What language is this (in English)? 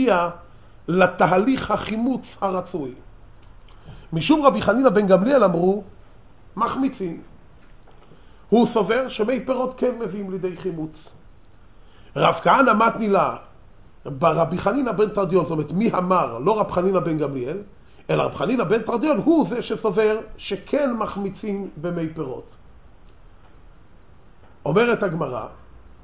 Hebrew